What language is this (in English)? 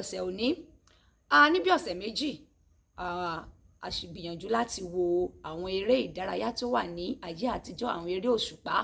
Yoruba